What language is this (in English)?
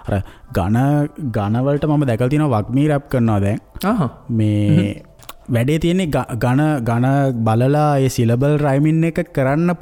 Sinhala